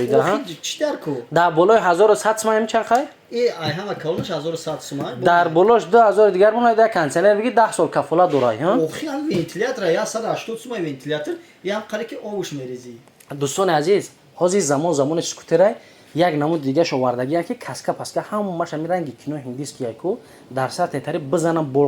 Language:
Tajik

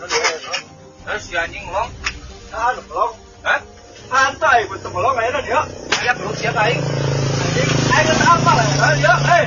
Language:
Sundanese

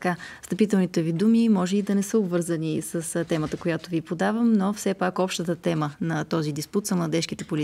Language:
Bulgarian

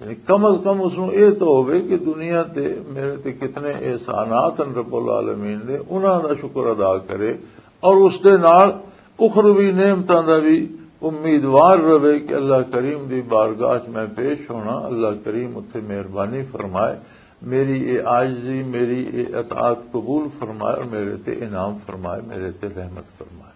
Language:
Western Panjabi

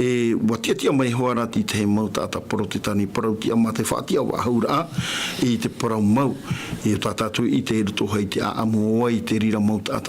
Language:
Tahitian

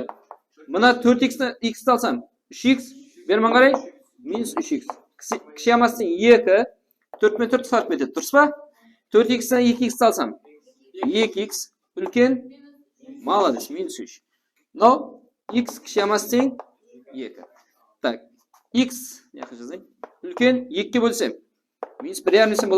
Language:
Kara-Kalpak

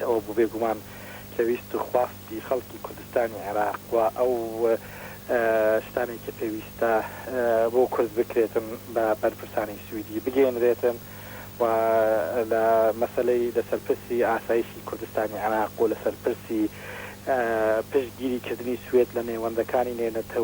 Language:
Central Kurdish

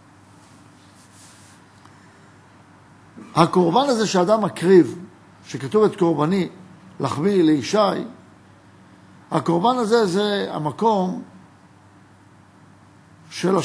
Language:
Hebrew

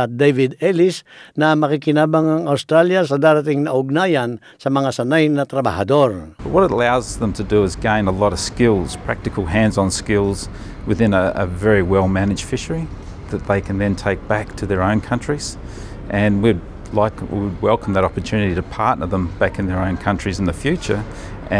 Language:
Filipino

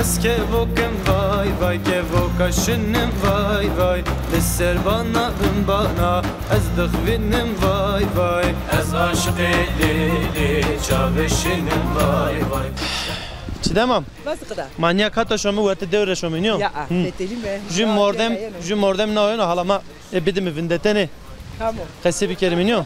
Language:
Zaza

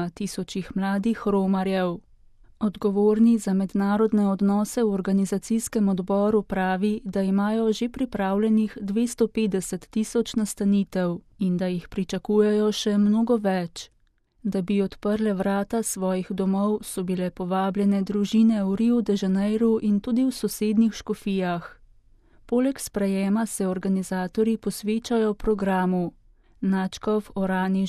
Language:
Slovenian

